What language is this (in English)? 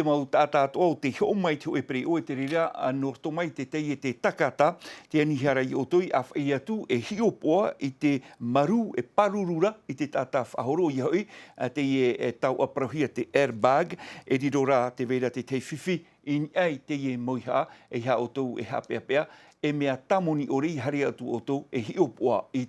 Tahitian